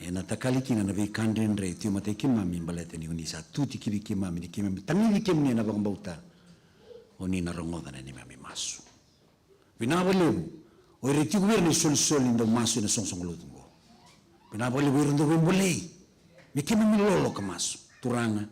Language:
Fijian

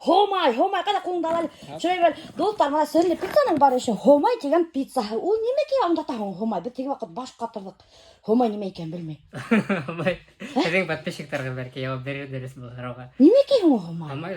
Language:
Bashkir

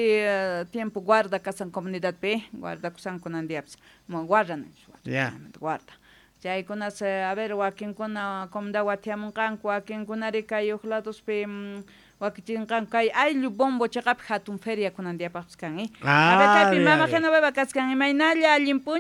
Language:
South Bolivian Quechua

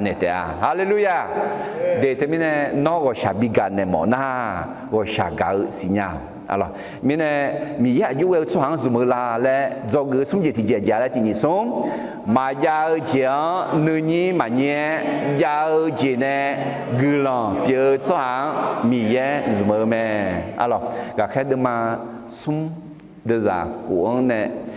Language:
Akha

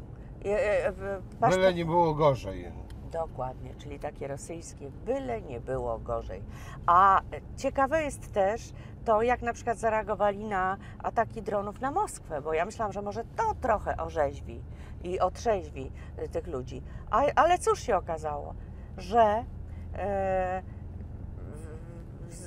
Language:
Polish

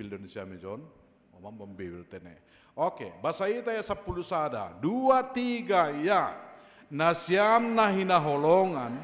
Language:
Batak Simalungun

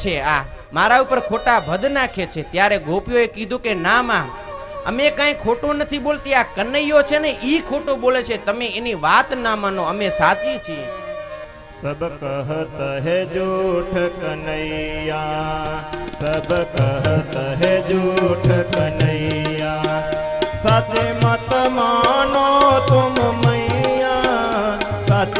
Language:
Gujarati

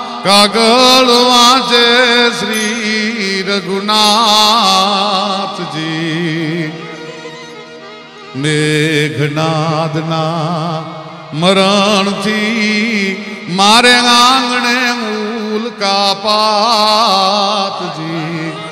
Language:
Gujarati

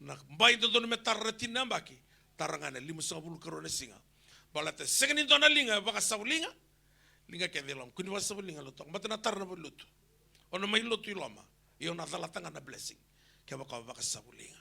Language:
Fijian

